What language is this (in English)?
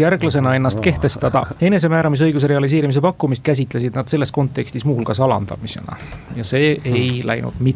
Estonian